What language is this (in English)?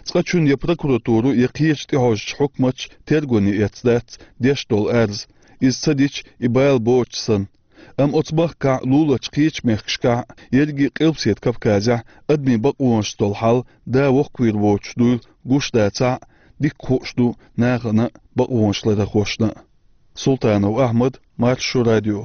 Chechen